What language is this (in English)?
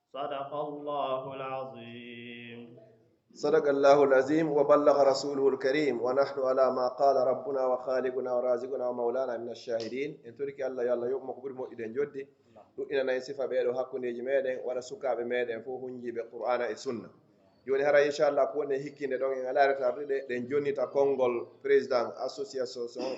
Pular